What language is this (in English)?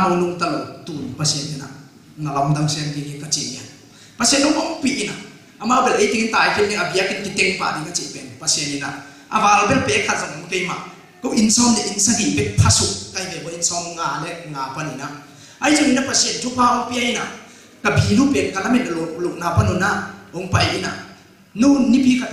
Tedim Chin